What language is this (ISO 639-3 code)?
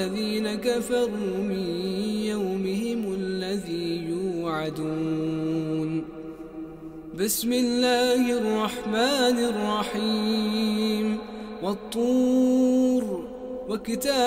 ara